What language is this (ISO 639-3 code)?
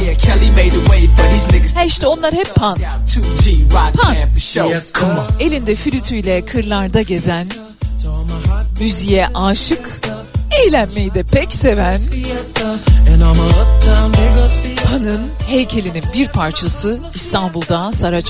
tur